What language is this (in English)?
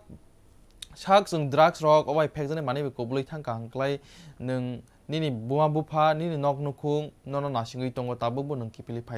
Kok Borok